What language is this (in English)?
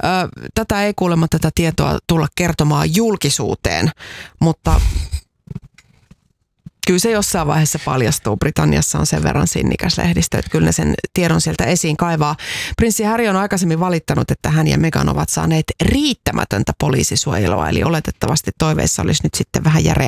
Finnish